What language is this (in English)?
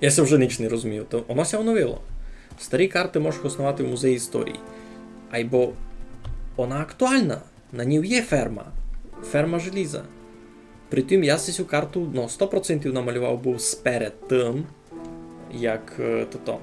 Rusyn